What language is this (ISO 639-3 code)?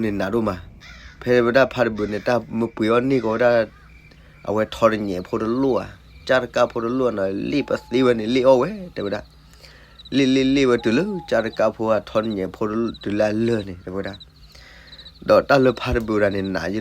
ksw